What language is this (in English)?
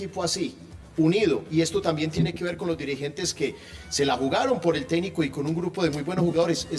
Spanish